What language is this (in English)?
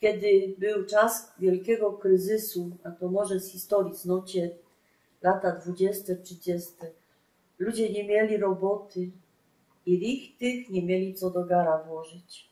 Silesian